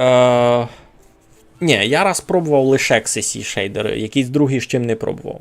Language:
Rusyn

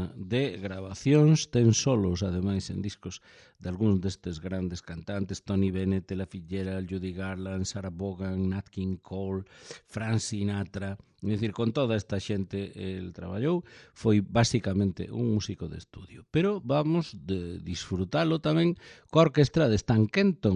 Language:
Galician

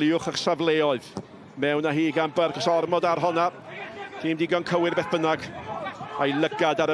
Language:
Welsh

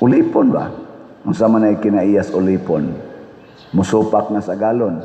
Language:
Cebuano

